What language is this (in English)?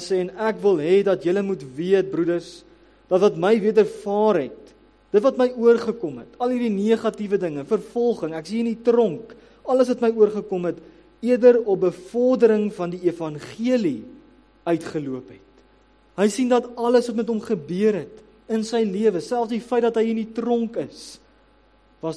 Afrikaans